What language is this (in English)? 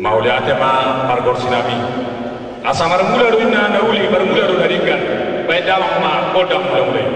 Batak Toba